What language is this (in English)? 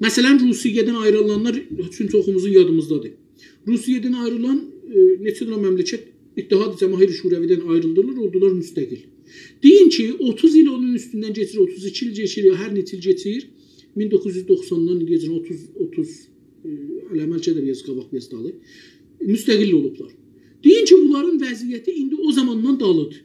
South Azerbaijani